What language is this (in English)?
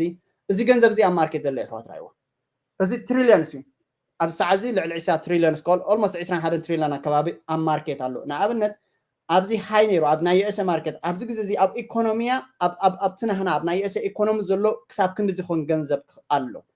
Tigrinya